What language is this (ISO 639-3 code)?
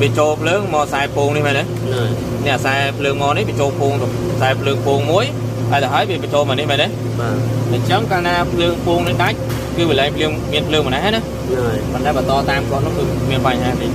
khm